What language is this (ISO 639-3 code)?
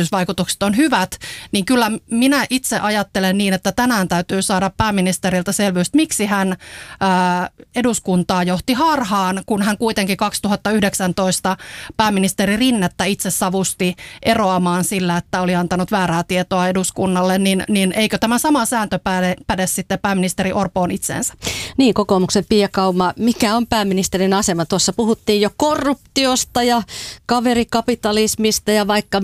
fin